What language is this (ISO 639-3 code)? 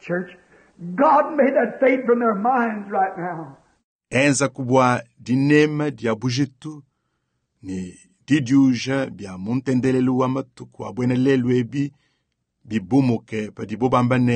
lua